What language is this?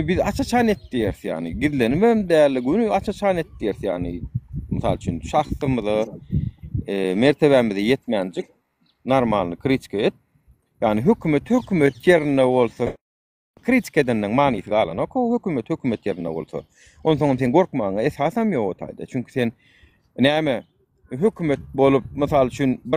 Turkmen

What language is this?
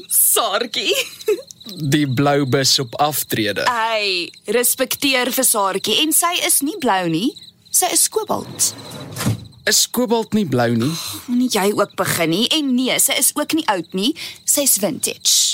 Afrikaans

